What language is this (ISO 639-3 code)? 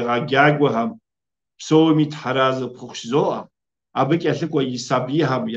kbd